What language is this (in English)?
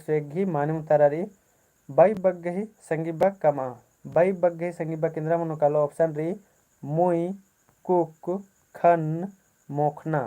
Kurukh